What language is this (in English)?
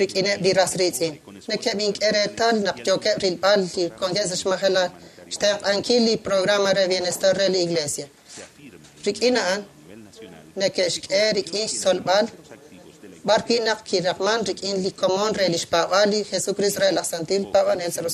Kekchí